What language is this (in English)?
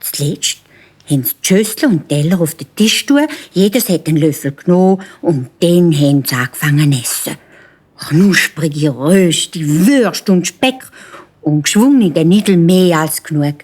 Swiss German